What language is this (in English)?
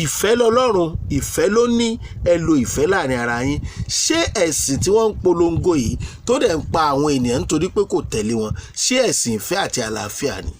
Yoruba